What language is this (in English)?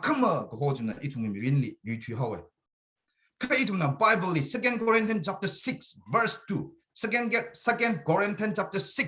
Tangkhul Naga (India)